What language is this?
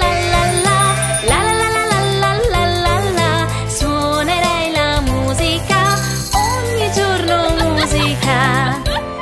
Italian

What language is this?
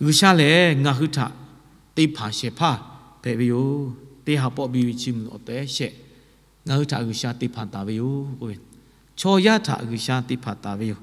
Lahu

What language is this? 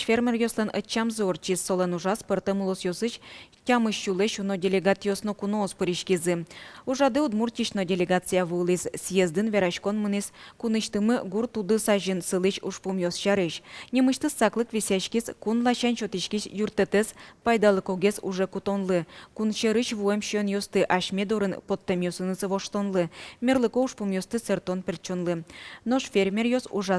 Udmurt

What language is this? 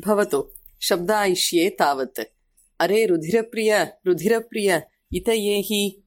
Sanskrit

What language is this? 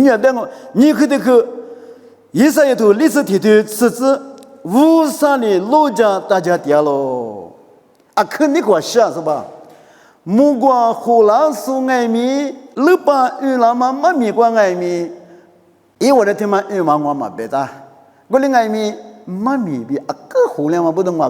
Lisu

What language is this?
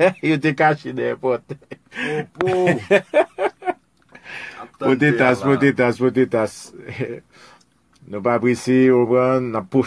Haitian Creole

